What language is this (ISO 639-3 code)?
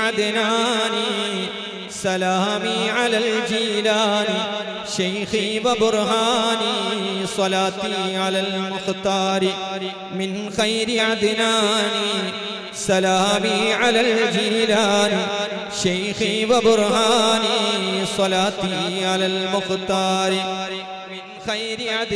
mal